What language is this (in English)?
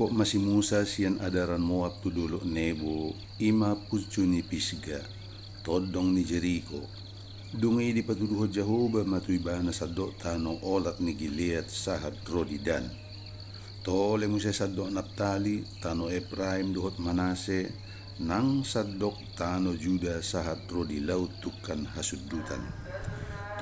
Batak Toba